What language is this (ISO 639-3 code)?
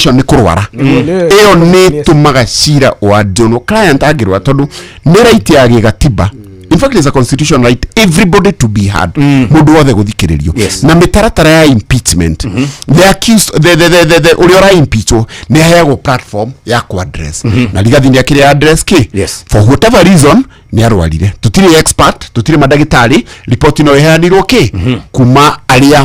kik